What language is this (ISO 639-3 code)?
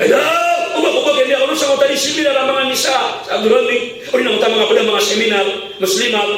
mrw